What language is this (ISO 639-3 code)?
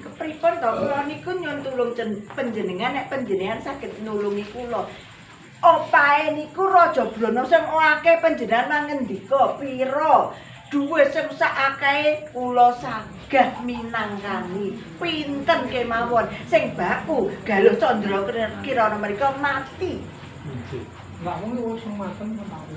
jav